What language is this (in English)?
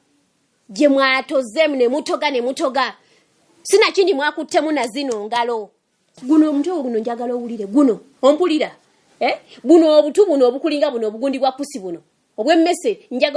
Ganda